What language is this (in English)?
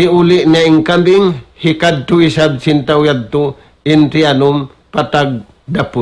Tausug